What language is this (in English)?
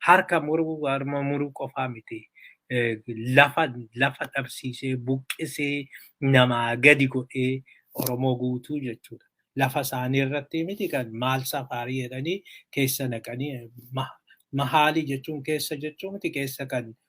Oromo